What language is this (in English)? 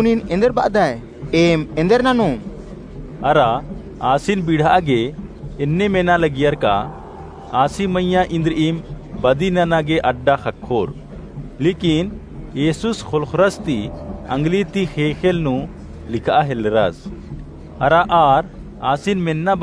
Kurukh